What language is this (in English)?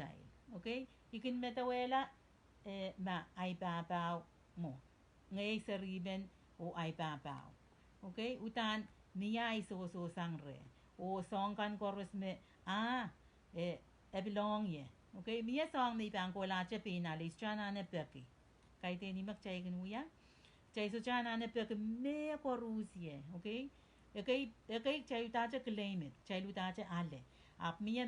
Pohnpeian